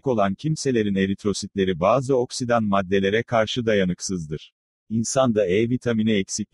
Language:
Turkish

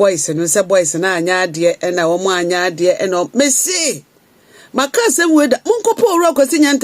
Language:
Akan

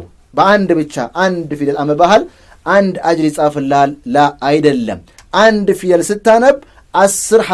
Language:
Amharic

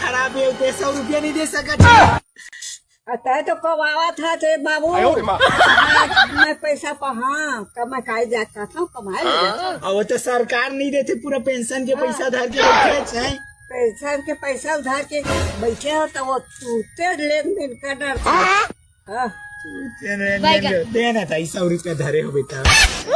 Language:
Chhattisgarhi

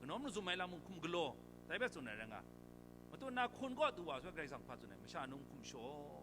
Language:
Kachin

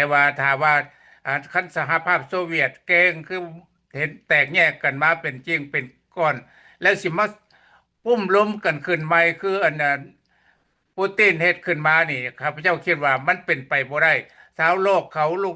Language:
Lao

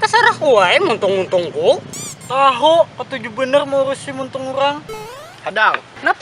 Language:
Banjar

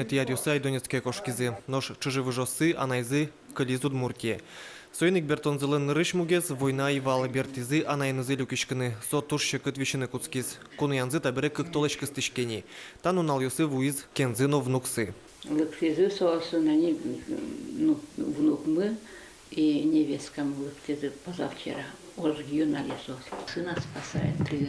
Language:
Udmurt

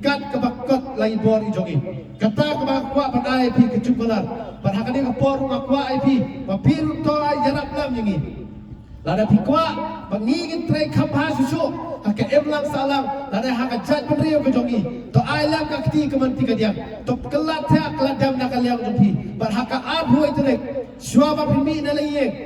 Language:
Khasi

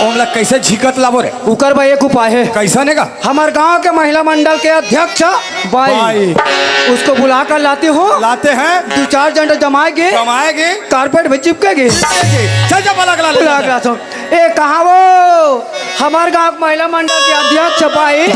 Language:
Chhattisgarhi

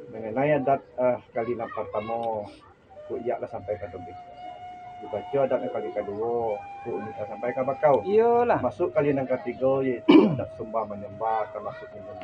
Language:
Minangkabau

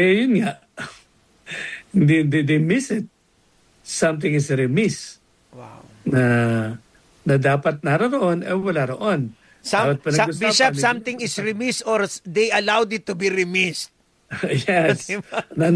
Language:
Filipino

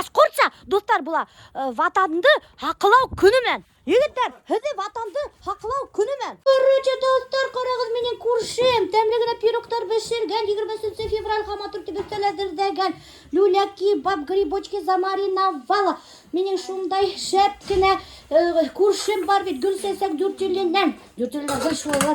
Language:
Bashkir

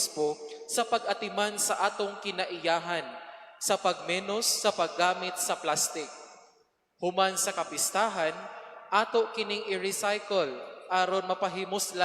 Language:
Cebuano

